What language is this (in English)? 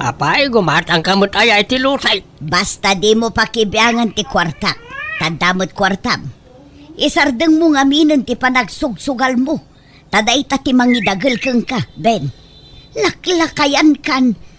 Iloko